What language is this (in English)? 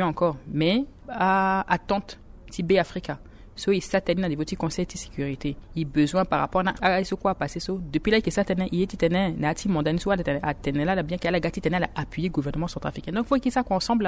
Sango